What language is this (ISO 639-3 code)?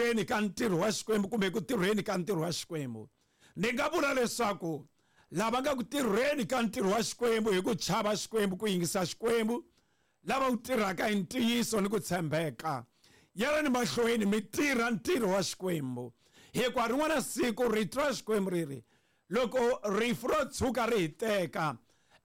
tso